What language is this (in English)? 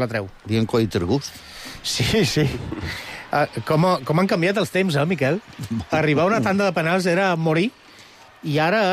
Catalan